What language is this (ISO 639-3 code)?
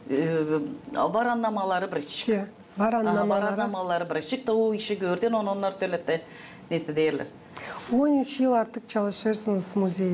gag